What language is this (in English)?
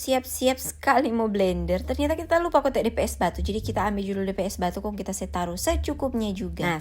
Manado Malay